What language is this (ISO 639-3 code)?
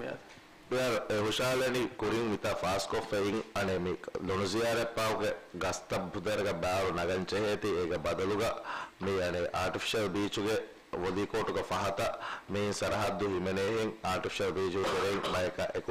div